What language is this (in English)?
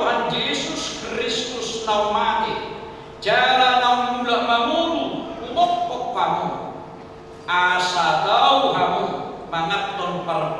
Batak Toba